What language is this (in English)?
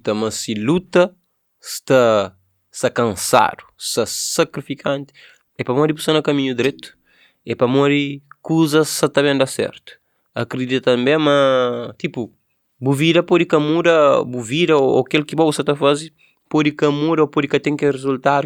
Kabuverdianu